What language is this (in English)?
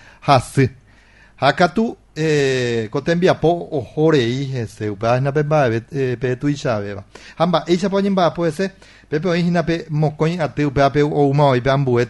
Guarani